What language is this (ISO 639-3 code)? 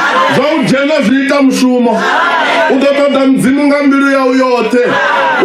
ven